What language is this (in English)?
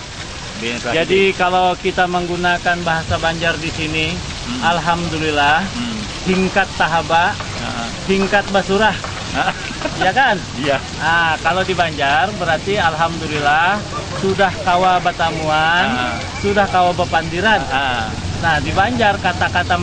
Banjar